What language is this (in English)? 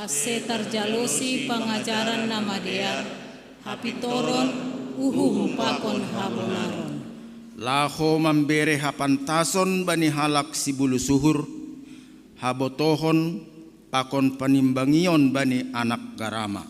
Batak Simalungun